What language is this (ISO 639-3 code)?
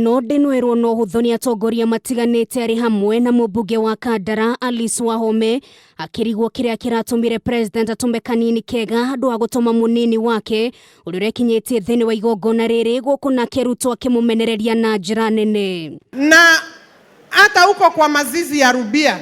kik